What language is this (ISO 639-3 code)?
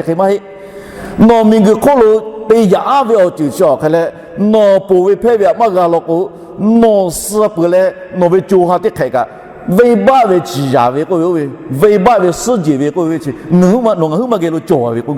lhu